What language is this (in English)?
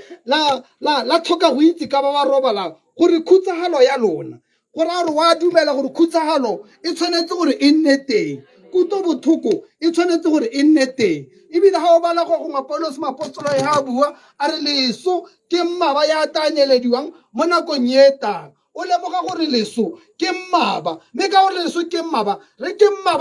Tswana